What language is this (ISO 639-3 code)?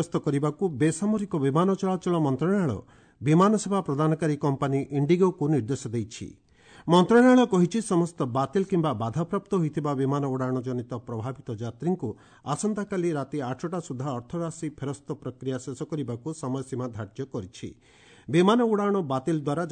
ori